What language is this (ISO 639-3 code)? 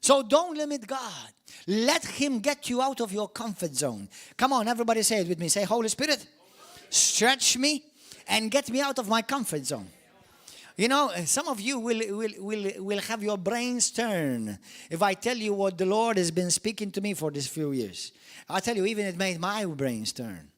eng